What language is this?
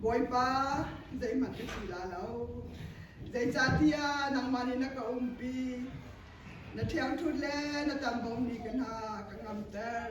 Hakha Chin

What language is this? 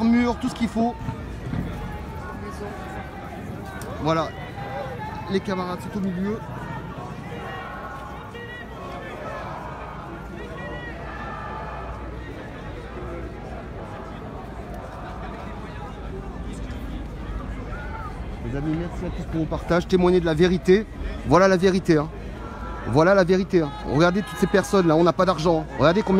French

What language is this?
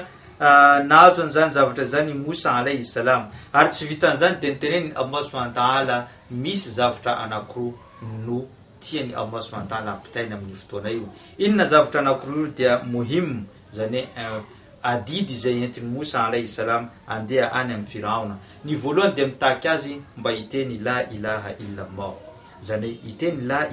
Malagasy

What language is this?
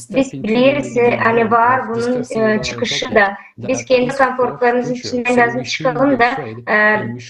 Gagauz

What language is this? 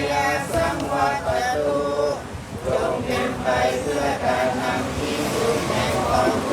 Pali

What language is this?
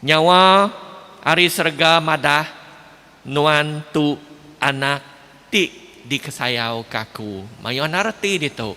Iban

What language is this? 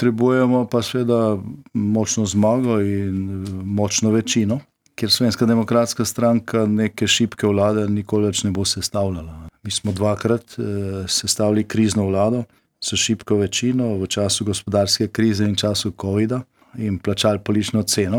Slovenian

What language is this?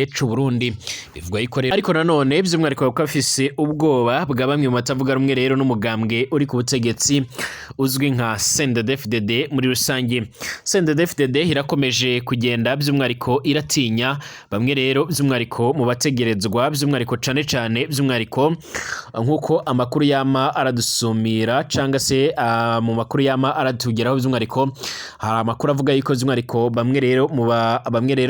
Rundi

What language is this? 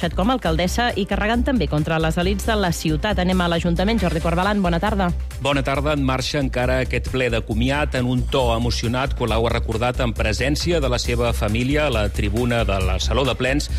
Catalan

